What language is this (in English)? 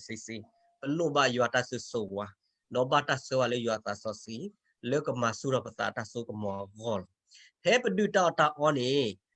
S'gaw Karen